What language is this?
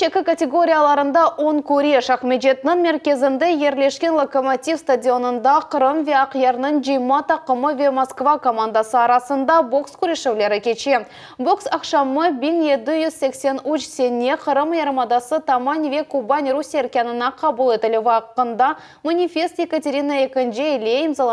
Crimean Tatar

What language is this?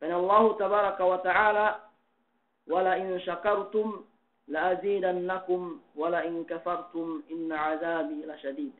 Yakan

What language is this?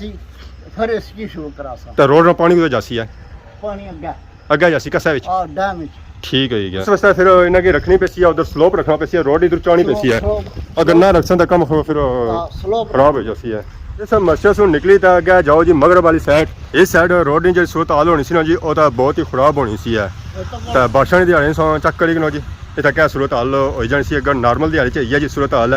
Pahari-Potwari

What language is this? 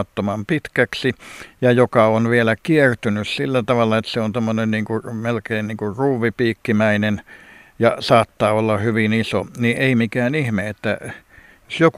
Finnish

